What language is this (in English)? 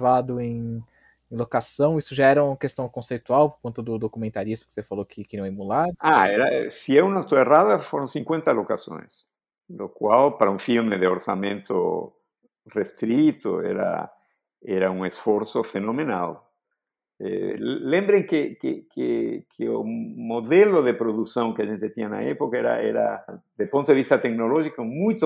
Portuguese